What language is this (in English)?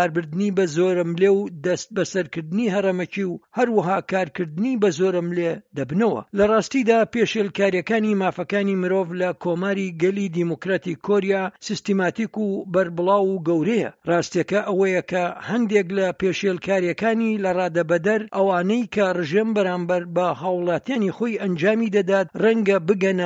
Central Kurdish